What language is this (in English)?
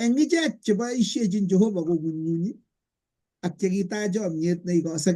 Kalenjin